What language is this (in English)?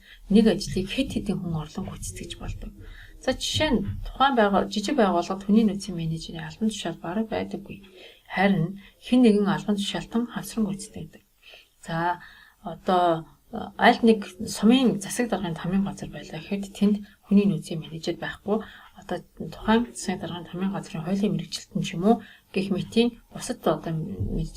Mongolian